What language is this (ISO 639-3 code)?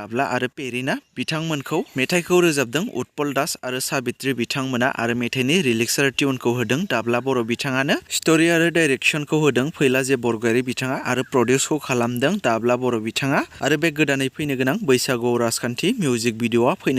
brx